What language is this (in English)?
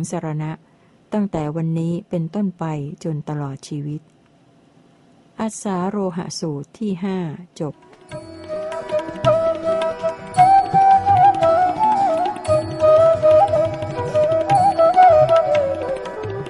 Thai